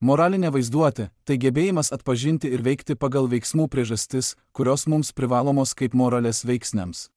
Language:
Lithuanian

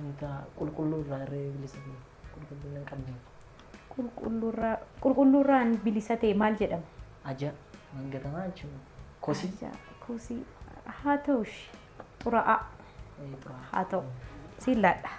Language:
Oromo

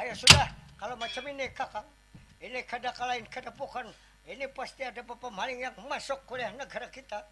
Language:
Banjar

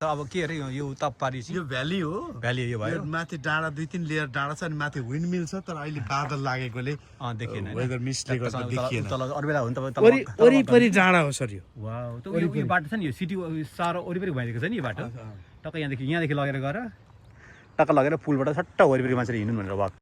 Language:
Nepali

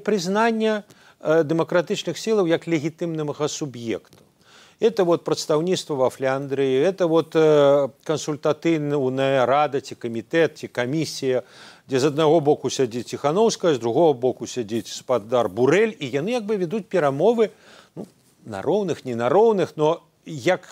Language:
Belarusian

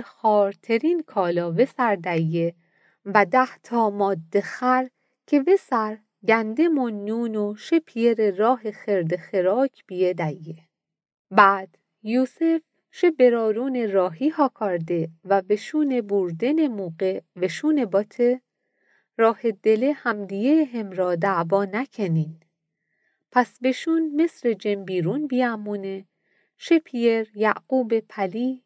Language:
Mazanderani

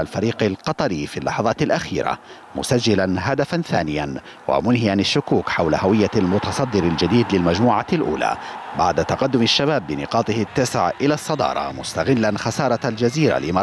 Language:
Arabic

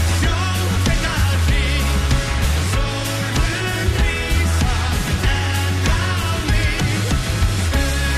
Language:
Icelandic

